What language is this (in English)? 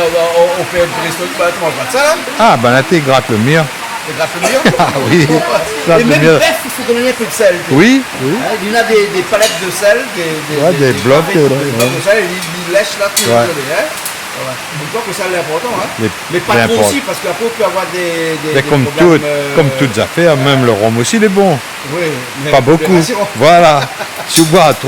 Réunion Creole French